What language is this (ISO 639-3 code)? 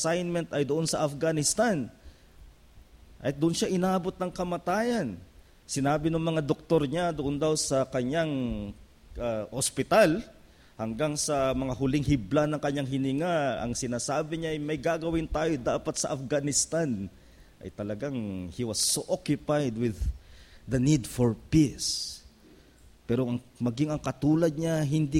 fil